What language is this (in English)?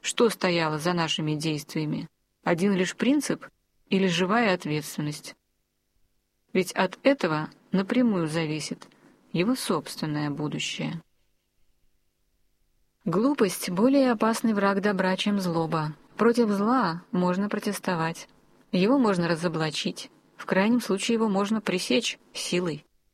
Russian